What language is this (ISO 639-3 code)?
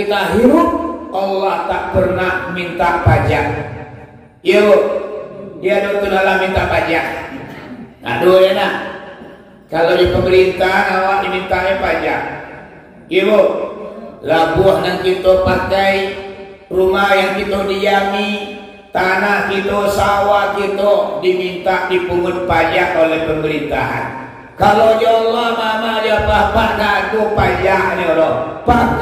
min